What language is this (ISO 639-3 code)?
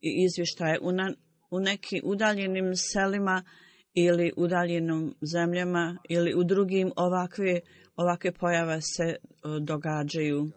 bos